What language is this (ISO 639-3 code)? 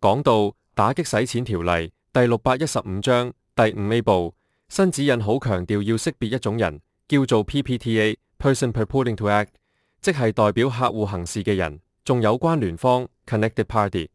yue